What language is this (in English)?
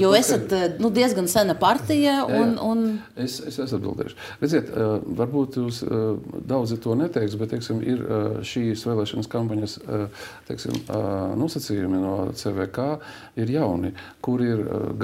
Latvian